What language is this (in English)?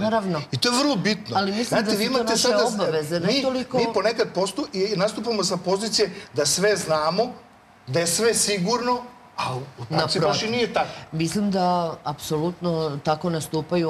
Serbian